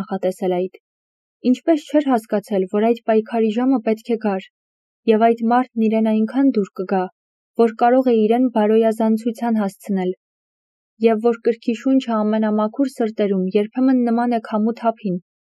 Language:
Armenian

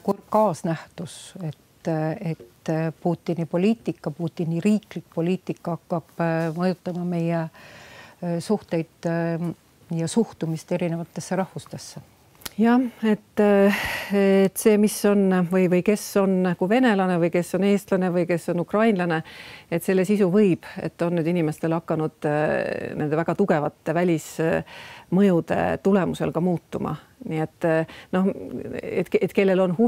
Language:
Estonian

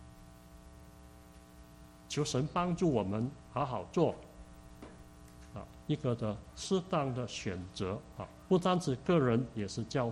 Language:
Chinese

